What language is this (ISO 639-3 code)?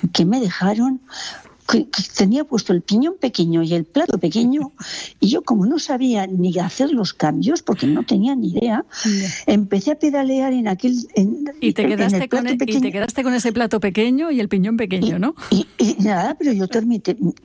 spa